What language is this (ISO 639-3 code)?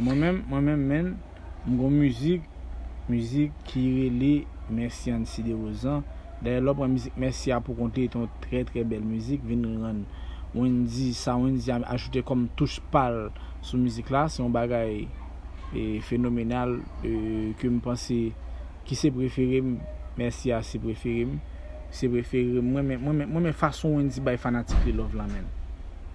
hat